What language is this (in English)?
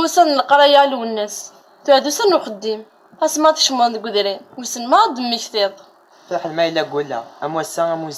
Kabyle